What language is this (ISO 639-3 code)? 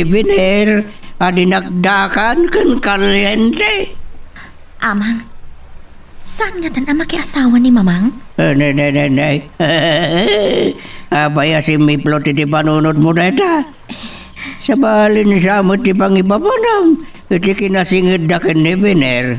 ilo